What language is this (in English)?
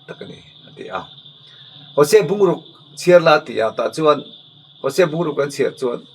Mizo